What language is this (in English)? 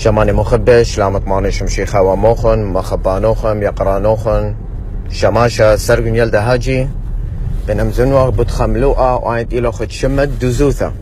Assyrian Neo-Aramaic